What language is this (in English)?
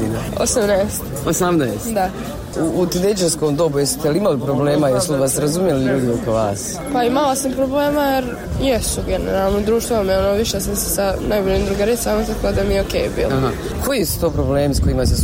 Bosnian